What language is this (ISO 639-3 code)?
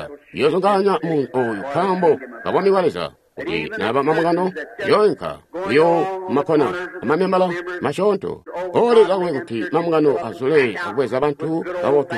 toi